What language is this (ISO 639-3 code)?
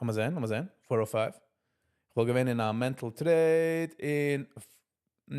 yid